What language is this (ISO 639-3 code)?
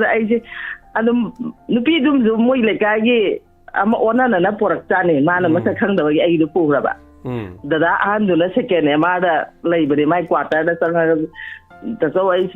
mni